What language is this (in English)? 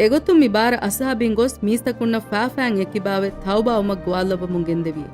Divehi